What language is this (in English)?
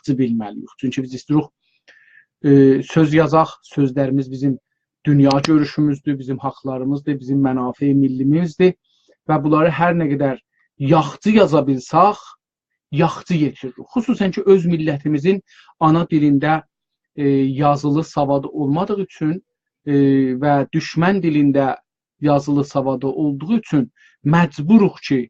South Azerbaijani